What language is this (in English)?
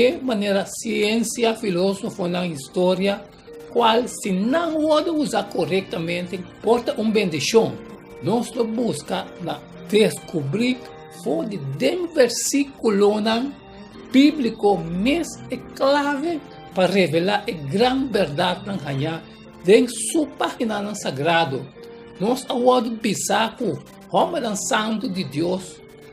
Papiamento